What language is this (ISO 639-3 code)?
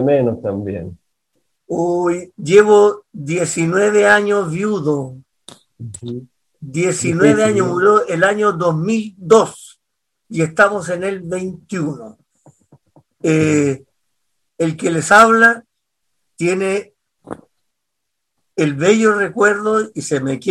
spa